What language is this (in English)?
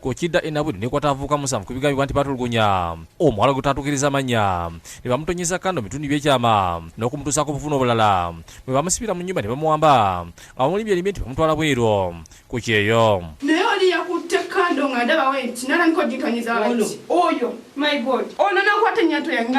Ganda